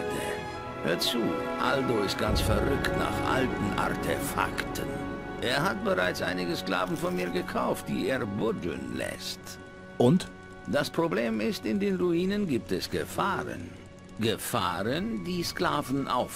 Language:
Bavarian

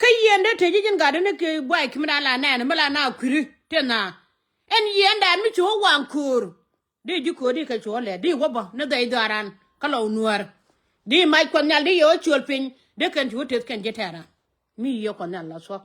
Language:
Nuer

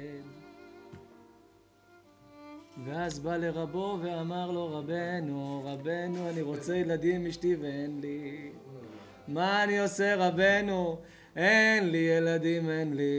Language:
Hebrew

